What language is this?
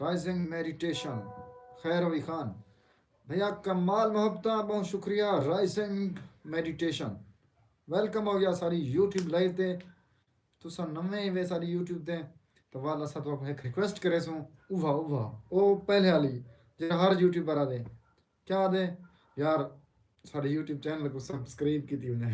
Saraiki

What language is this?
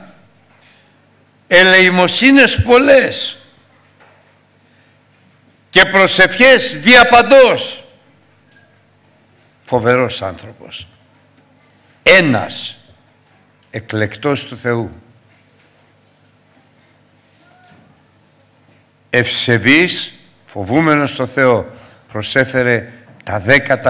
Greek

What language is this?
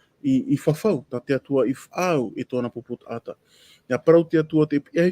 Tahitian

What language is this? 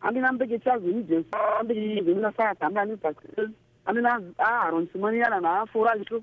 Sango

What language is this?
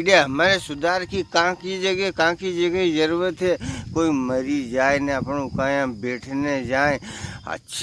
Rajasthani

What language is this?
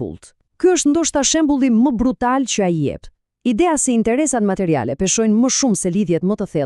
Albanian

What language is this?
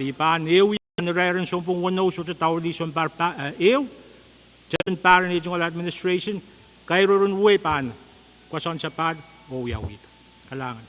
Pohnpeian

